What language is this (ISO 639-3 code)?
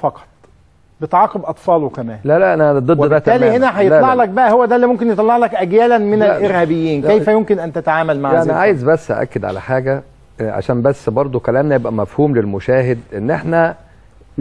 arz